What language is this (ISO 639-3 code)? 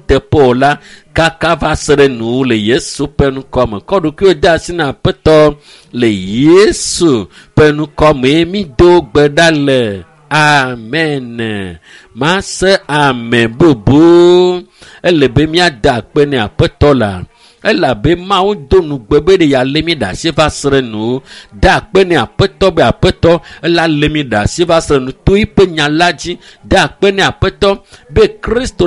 ewe